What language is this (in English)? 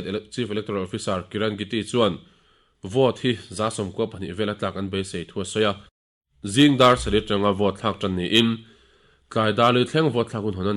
Mizo